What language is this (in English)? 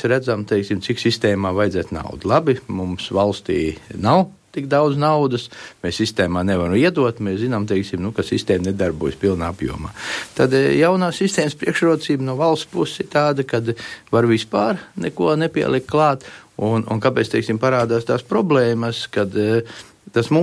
Latvian